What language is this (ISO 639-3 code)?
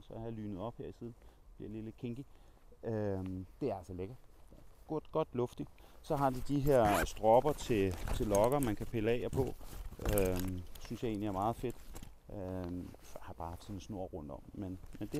dan